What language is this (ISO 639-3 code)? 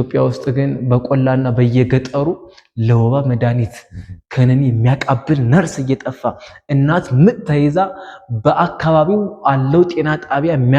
amh